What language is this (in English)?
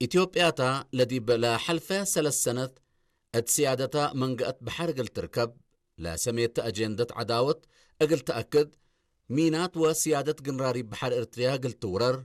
Tigre